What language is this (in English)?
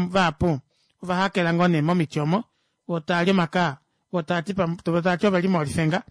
Kuanyama